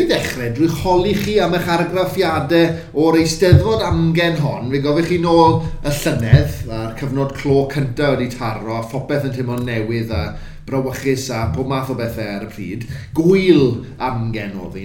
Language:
Welsh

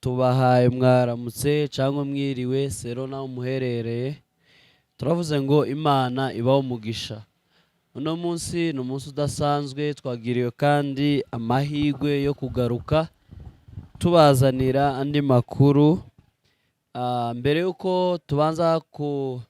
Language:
Rundi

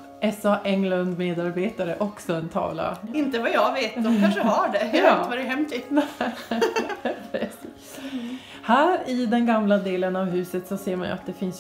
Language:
Swedish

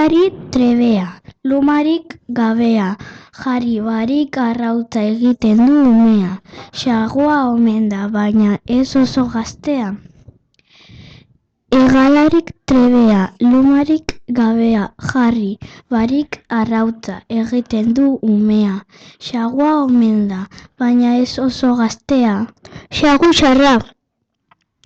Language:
Basque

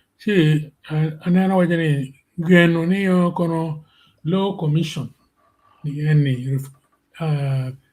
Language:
Acoli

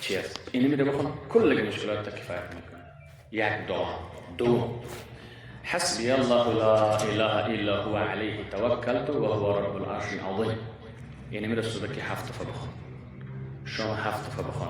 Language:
Persian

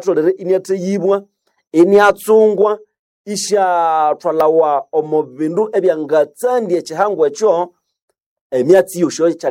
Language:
Nande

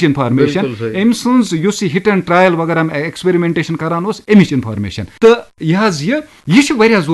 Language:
Kashmiri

